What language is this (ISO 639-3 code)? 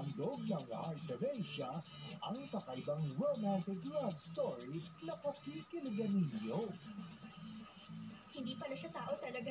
fil